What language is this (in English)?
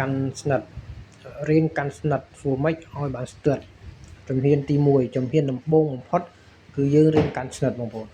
Khmer